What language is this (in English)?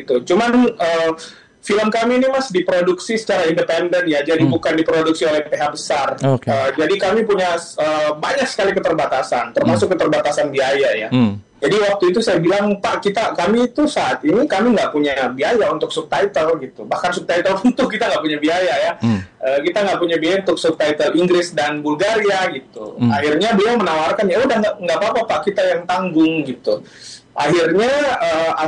Indonesian